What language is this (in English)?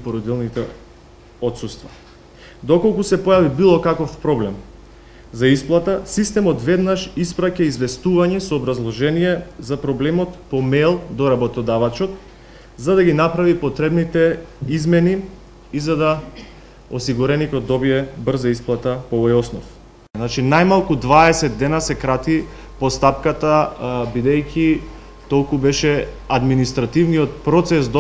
Macedonian